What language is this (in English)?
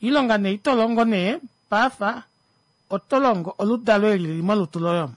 Kuanyama